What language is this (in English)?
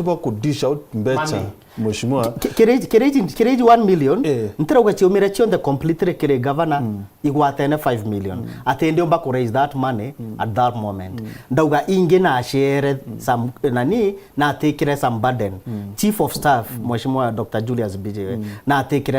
Meru